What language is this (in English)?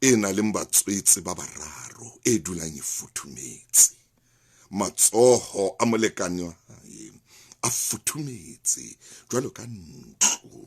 Southern Sotho